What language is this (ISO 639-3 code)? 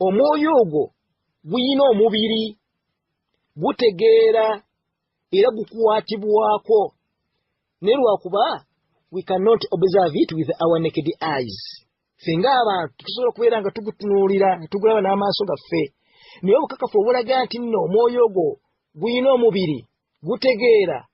lug